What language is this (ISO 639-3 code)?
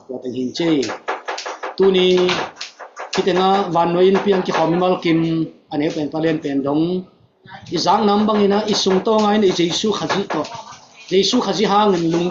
ctd